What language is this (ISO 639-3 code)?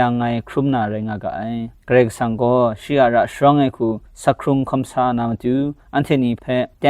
kac